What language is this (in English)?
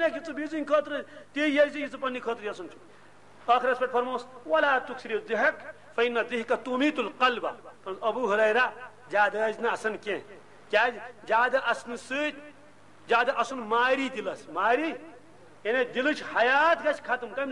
Kashmiri